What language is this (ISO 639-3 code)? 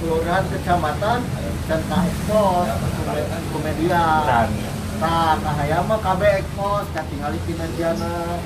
sun